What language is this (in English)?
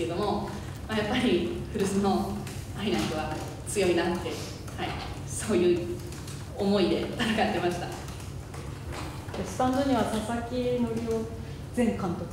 Japanese